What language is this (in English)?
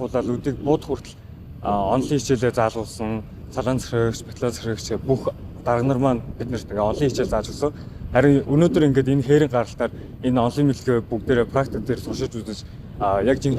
Mongolian